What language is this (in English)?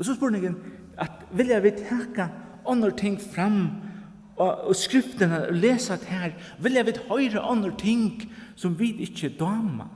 Faroese